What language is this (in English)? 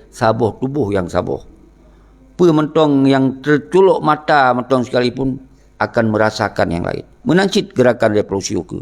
Achinese